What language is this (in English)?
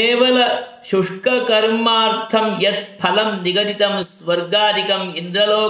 Sanskrit